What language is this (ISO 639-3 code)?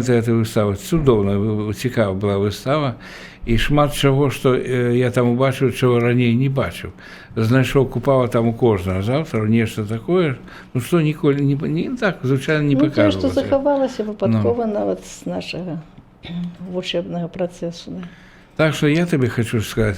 bel